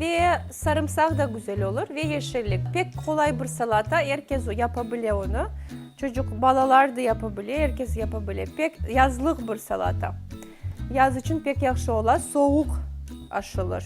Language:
Crimean Tatar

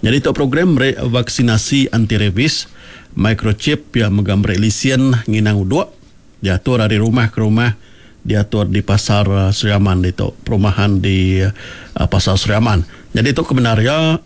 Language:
Iban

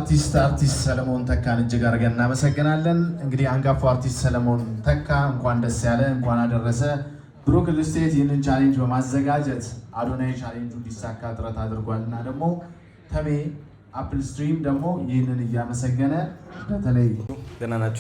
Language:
Amharic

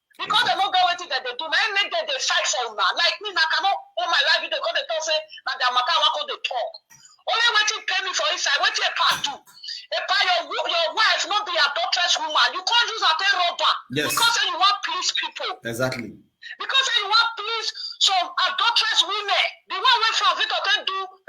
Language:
Nigerian Pidgin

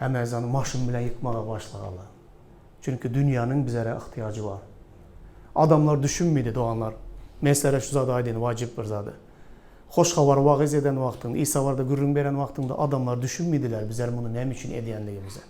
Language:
Turkmen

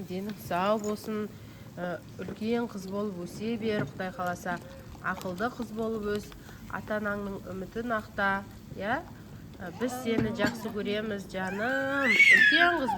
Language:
Kazakh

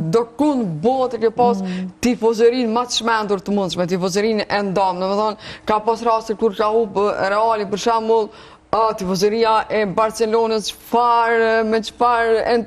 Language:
Albanian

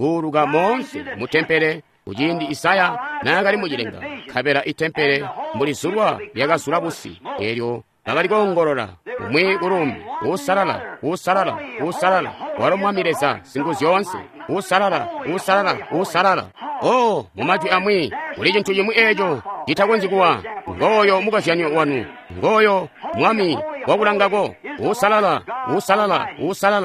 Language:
Tonga (Zambia)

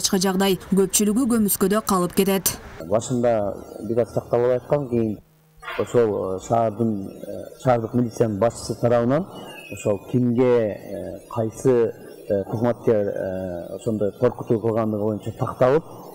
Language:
Kyrgyz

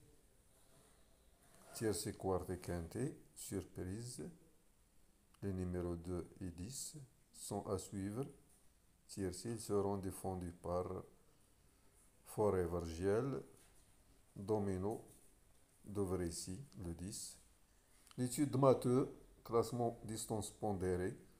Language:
French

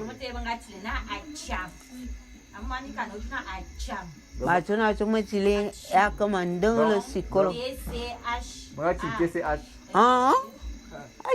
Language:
Bulu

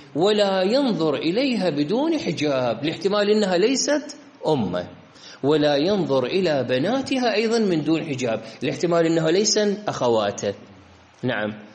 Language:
Arabic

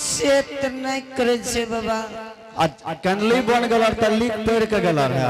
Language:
Angika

